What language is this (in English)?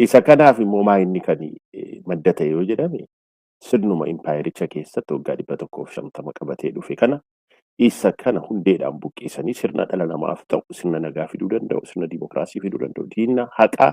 Oromo